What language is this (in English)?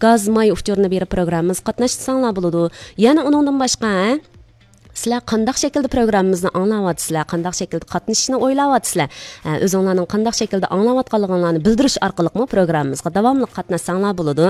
Uyghur